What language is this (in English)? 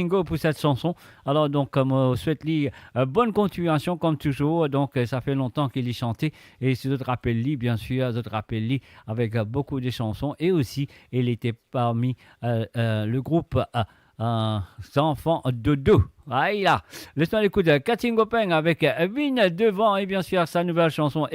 Morisyen